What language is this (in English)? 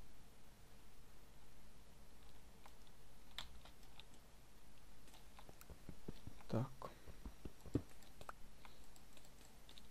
Croatian